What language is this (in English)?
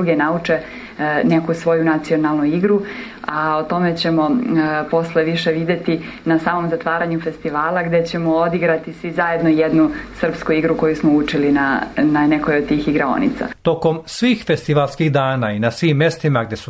Serbian